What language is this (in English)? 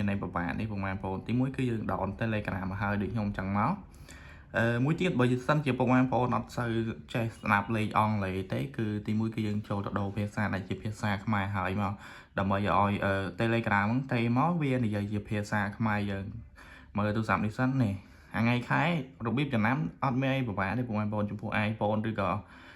Khmer